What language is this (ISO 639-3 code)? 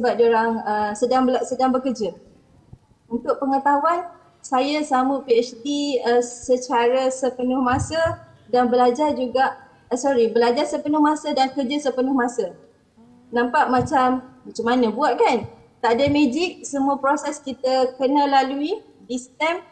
msa